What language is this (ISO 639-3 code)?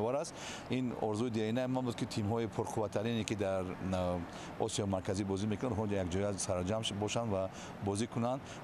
tgk